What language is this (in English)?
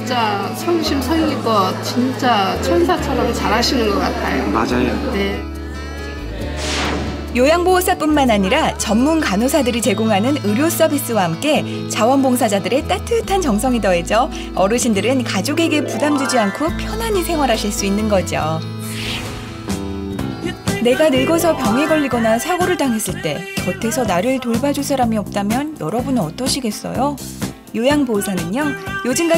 Korean